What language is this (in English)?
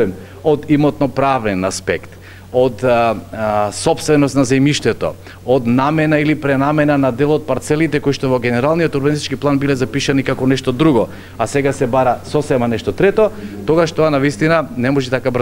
Macedonian